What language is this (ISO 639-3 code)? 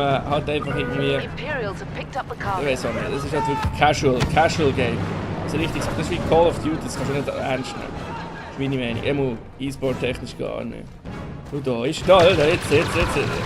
gsw